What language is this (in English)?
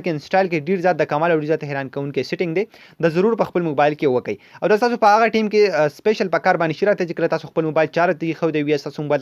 Pashto